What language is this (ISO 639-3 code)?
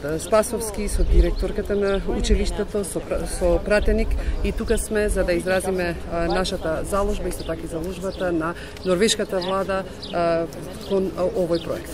mkd